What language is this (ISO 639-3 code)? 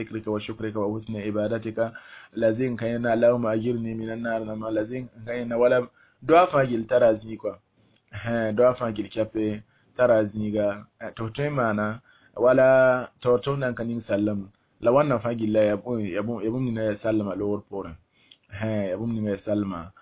mos